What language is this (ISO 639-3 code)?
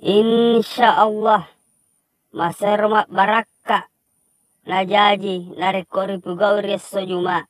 bug